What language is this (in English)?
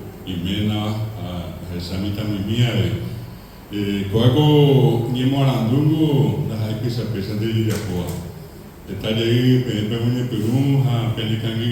Guarani